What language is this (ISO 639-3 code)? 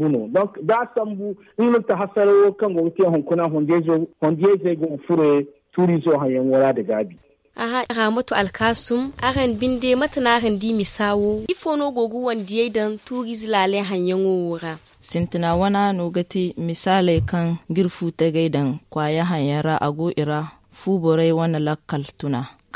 dje